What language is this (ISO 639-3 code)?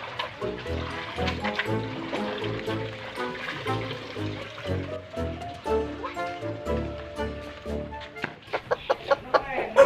sun